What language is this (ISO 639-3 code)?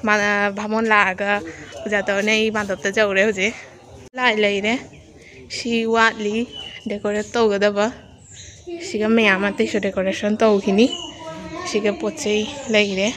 mni